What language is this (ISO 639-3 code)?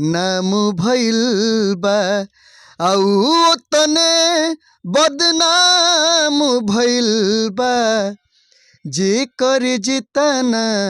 bho